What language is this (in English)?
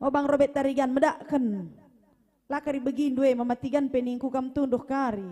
Batak Karo